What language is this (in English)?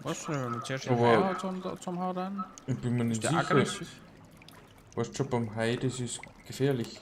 Bavarian